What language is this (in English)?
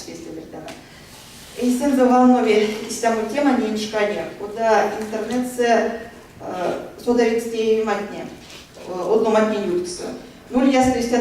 Erzya